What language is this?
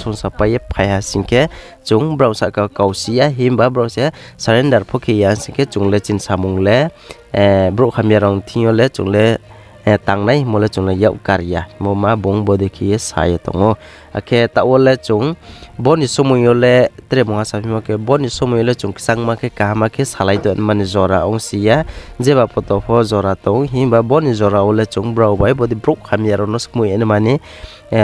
Riang (India)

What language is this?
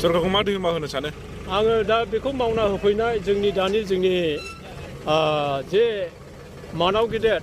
Bodo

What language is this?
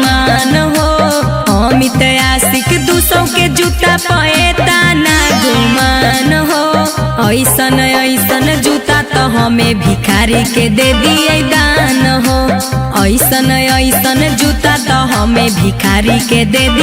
Magahi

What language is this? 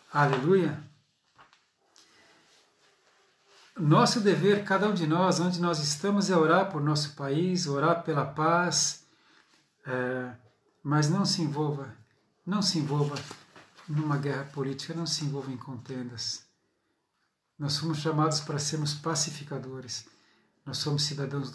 Portuguese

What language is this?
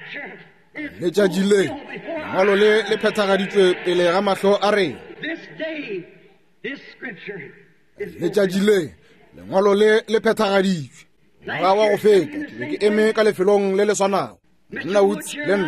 Northern Sotho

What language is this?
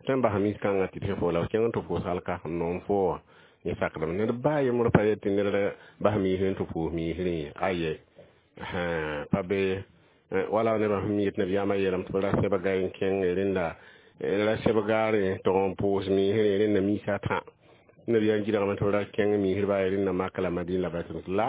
Mossi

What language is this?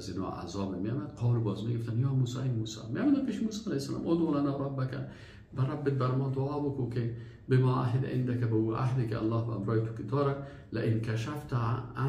Persian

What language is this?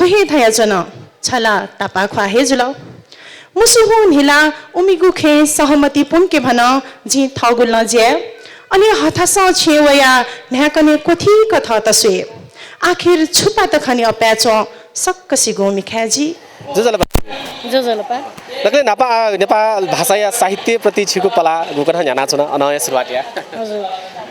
Newari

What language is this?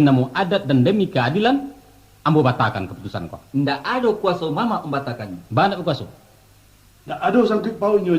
Minangkabau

